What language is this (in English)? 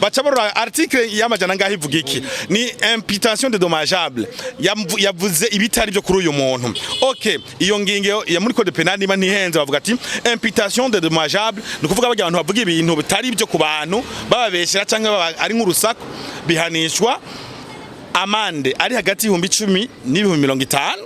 Rundi